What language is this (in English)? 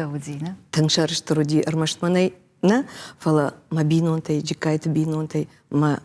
Ossetic